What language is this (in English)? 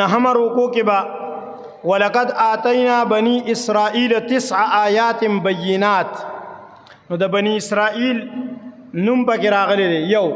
Pashto